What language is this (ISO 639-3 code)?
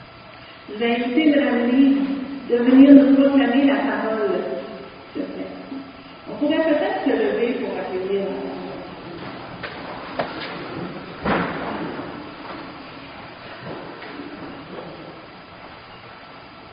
fra